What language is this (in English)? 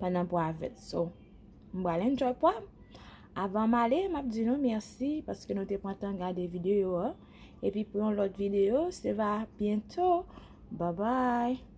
Haitian Creole